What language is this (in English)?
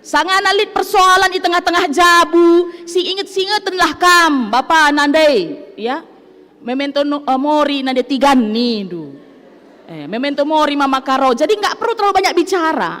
Batak Karo